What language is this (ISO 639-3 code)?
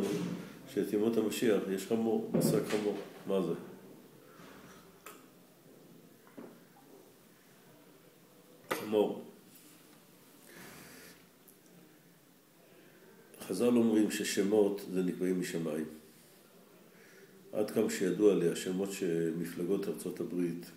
heb